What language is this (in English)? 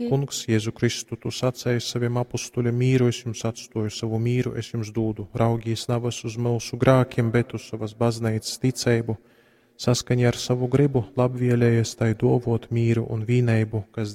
Latgalian